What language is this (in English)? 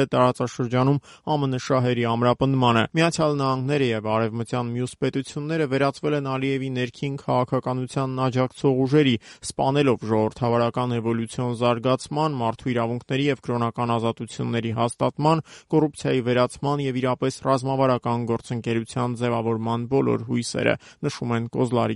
Armenian